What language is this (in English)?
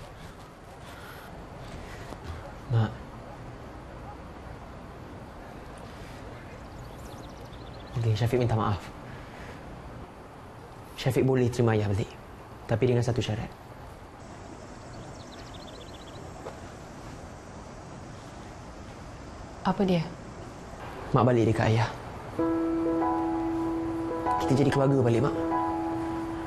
Malay